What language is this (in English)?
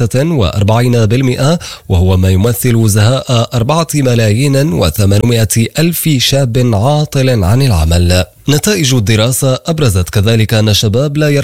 Arabic